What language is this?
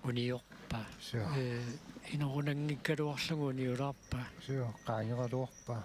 Kalaallisut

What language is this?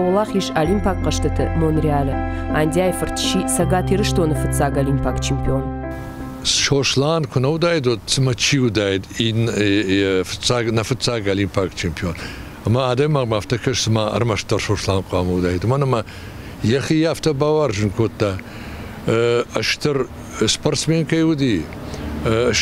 Ossetic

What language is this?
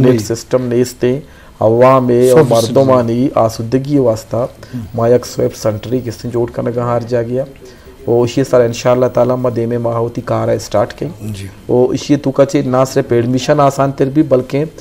Eastern Balochi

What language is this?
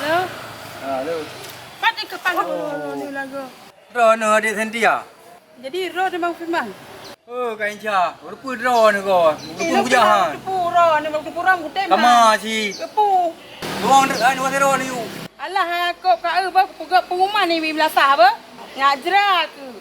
Achinese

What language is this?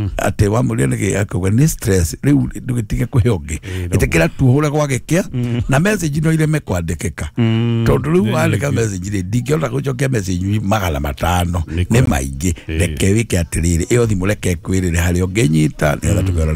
Kikuyu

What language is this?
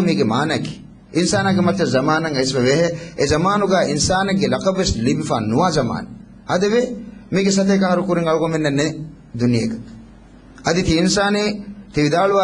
Divehi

